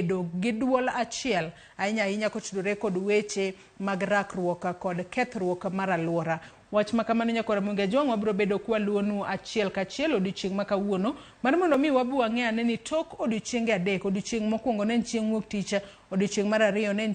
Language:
Luo (Kenya and Tanzania)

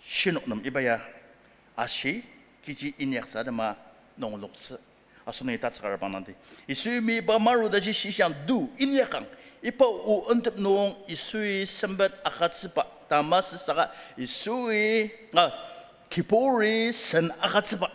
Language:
Ao Naga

